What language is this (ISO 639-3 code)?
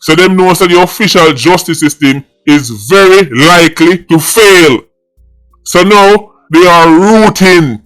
jam